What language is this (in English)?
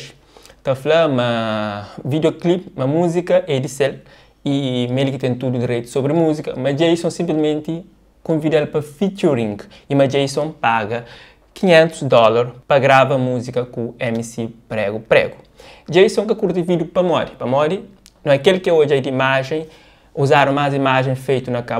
Kabuverdianu